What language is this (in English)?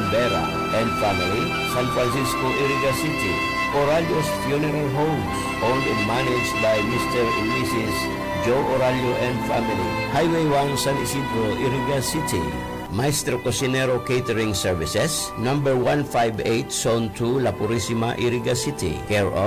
Bikol